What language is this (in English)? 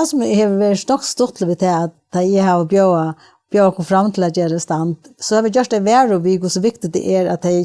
Faroese